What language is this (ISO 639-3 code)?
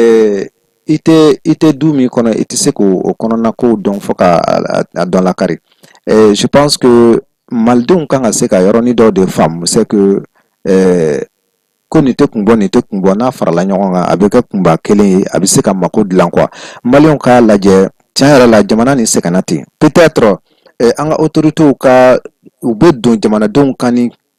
bam